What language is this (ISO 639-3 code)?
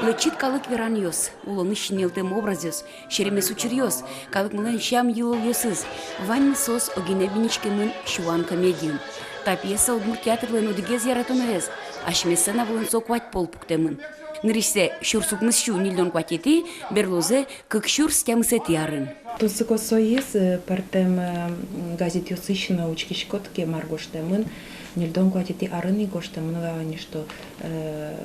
udm